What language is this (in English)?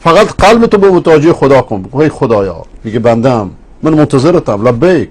Persian